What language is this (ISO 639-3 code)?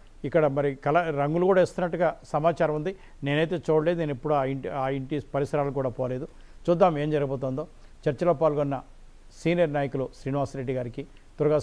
tel